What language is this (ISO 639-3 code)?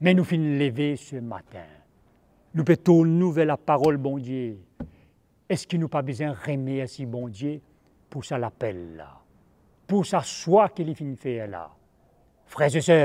mfe